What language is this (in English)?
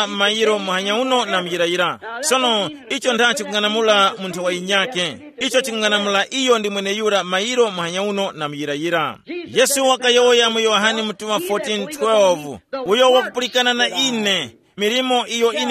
Tumbuka